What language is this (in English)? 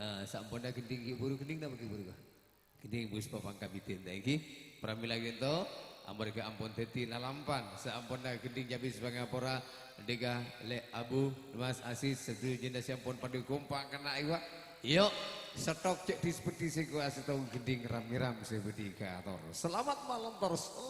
Madurese